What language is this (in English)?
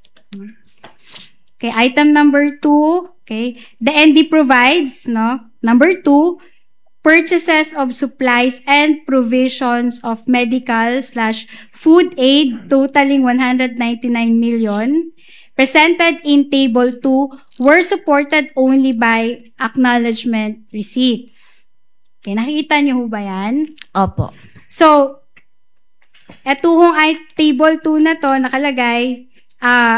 Filipino